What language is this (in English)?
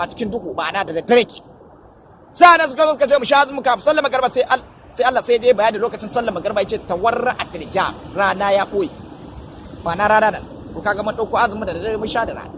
Hausa